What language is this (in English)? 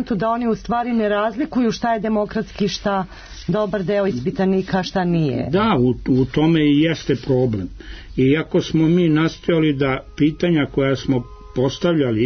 Serbian